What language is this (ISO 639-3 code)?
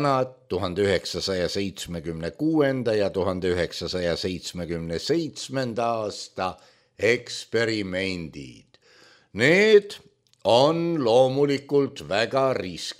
est